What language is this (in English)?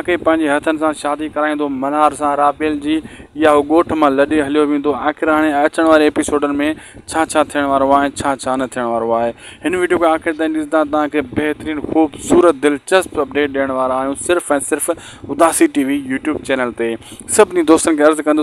Sindhi